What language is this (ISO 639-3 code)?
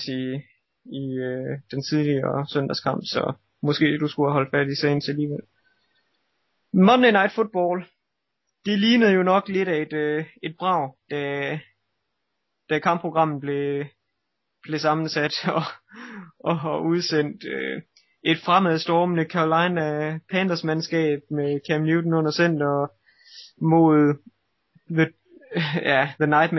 dan